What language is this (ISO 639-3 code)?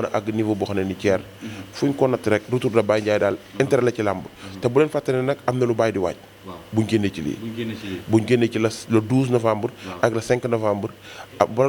wol